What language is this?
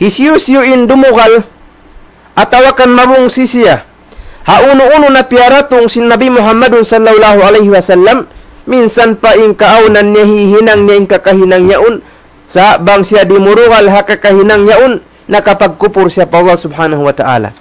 Tausug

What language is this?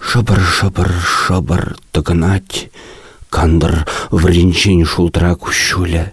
Chuvash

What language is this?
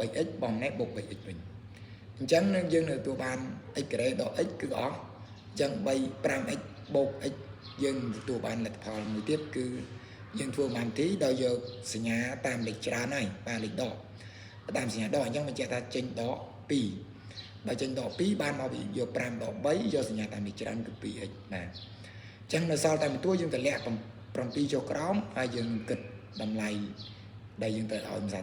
Khmer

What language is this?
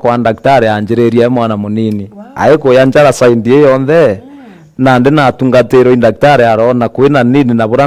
Meru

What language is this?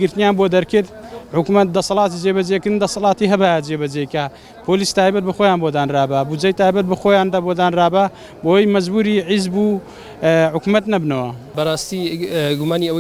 Central Kurdish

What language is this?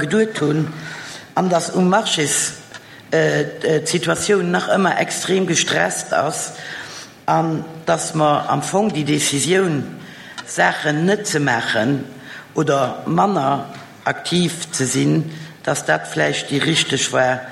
Luxembourgish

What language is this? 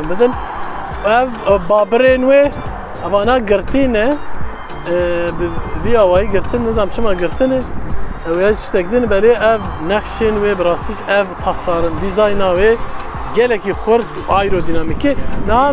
Kurdish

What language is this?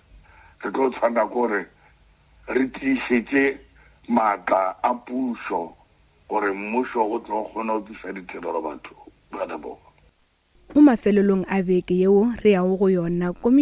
Northern Sotho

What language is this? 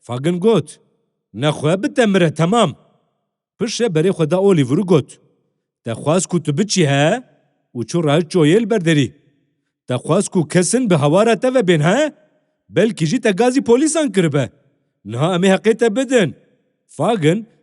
Kurdish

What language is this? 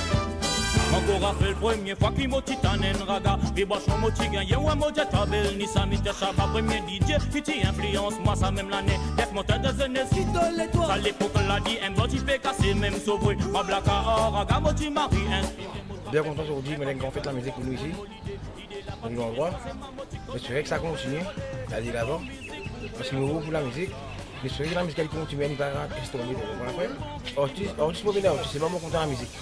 Morisyen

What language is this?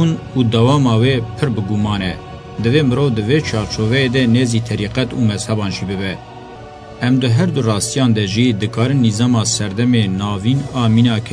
Kurdish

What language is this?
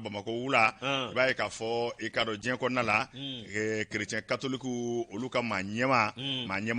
Bambara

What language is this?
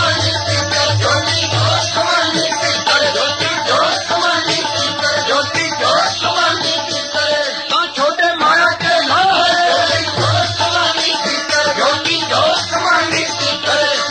Punjabi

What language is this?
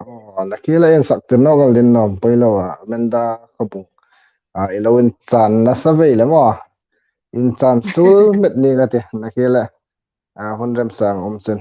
Hmar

